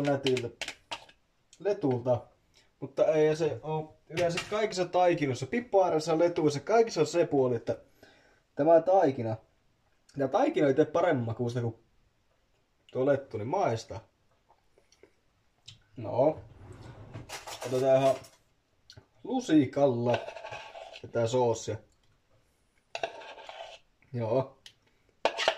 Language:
Finnish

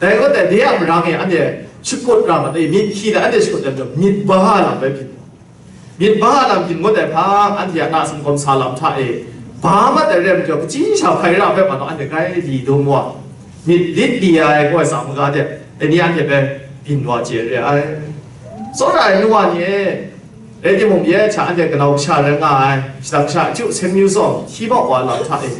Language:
Kachin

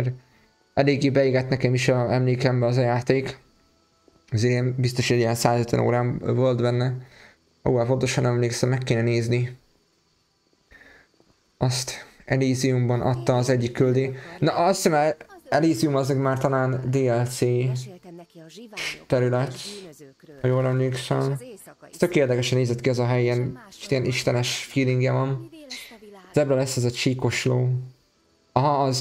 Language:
Hungarian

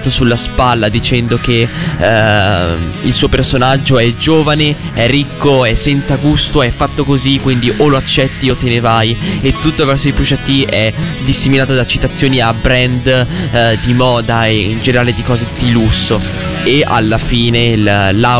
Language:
Italian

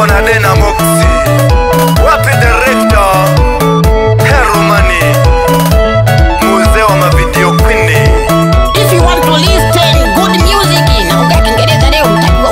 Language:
Swahili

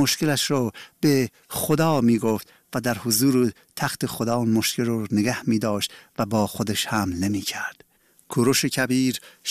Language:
Persian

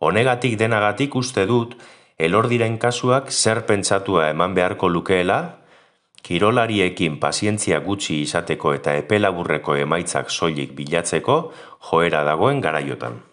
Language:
Basque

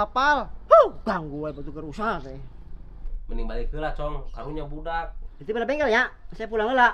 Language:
Sundanese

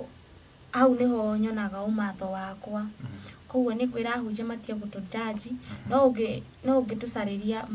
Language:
Kikuyu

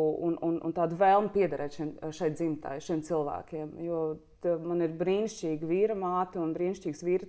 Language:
Latvian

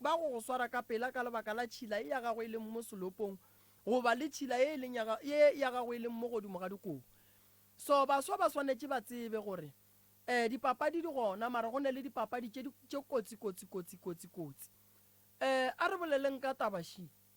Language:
Northern Sotho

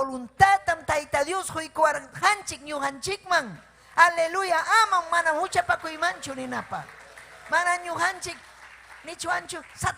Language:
Ayacucho Quechua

